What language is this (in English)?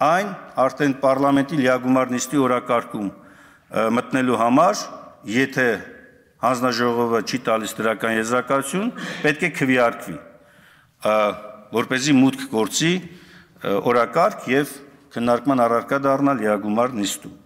Armenian